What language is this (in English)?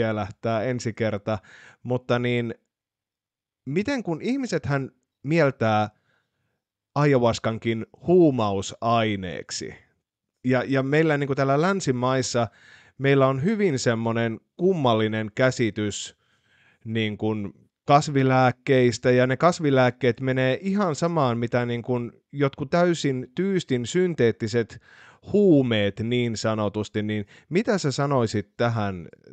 Finnish